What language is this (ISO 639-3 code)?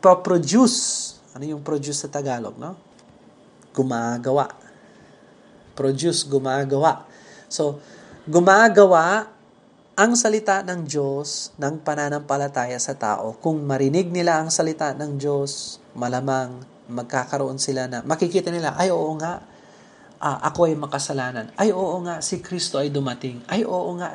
fil